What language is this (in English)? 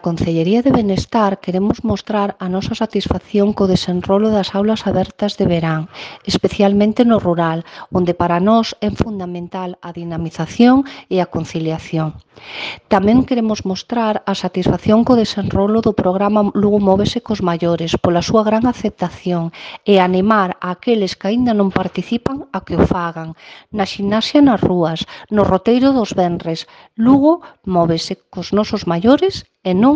Galician